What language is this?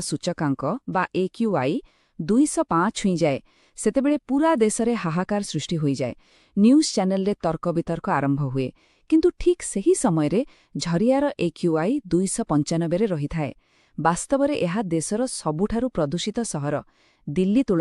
Odia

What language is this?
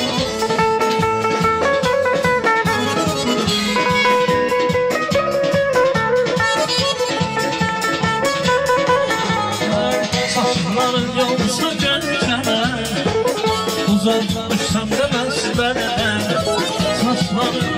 Azerbaijani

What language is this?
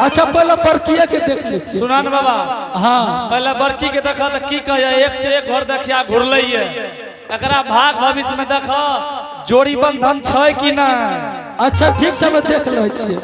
Angika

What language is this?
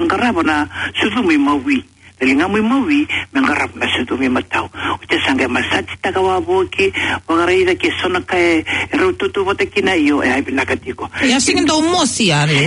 Fijian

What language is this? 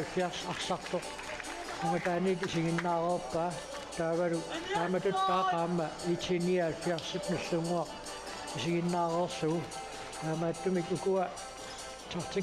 Kalaallisut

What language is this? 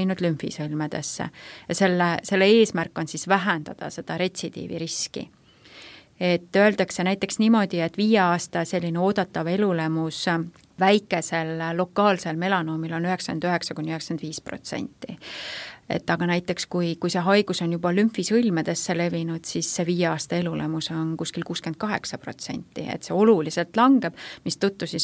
Estonian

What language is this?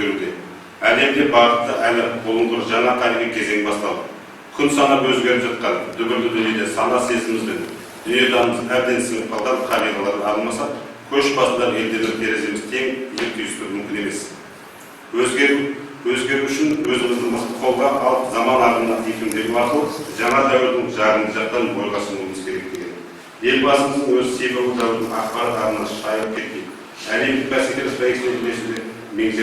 Kazakh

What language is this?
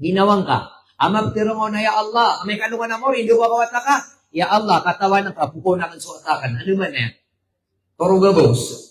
Maranao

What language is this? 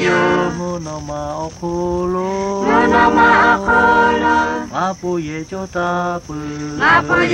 Lahu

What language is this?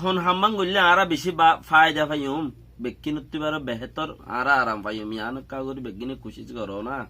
Rohingya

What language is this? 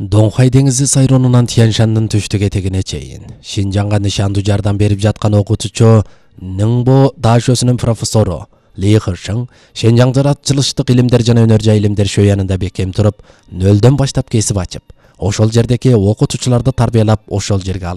Kyrgyz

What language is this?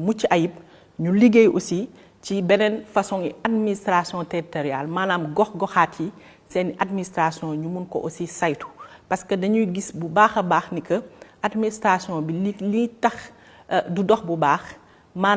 Wolof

